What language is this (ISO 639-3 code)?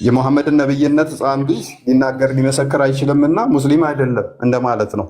amh